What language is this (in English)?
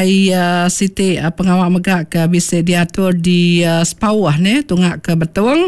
Iban